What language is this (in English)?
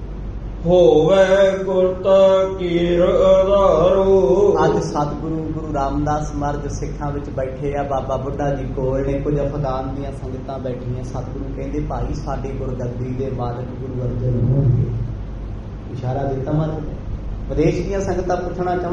Punjabi